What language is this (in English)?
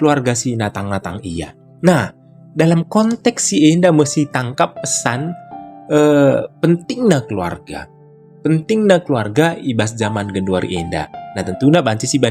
Batak Karo